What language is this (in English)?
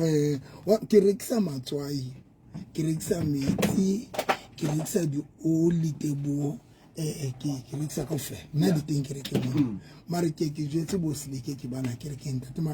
Southern Sotho